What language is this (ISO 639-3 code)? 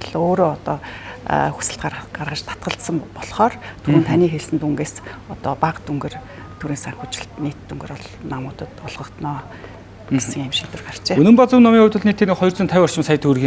mon